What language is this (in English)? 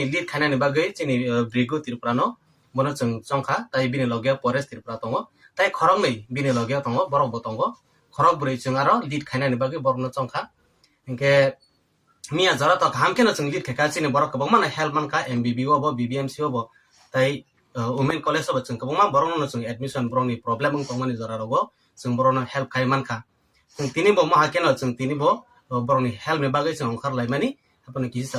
Riang (India)